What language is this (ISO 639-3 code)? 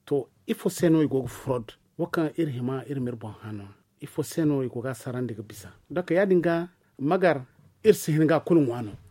dje